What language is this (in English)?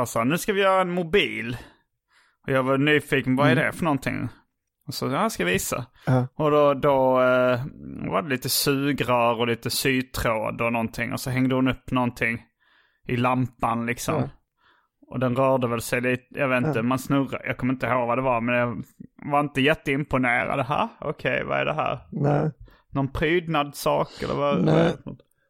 Swedish